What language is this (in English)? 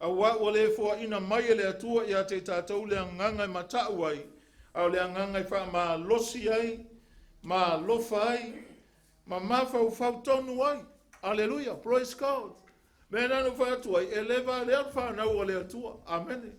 Samoan